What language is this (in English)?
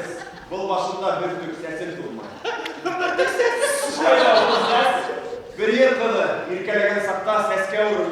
Bashkir